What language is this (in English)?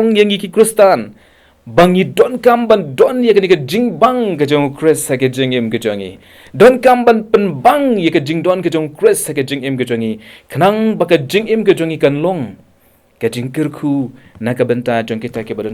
Khasi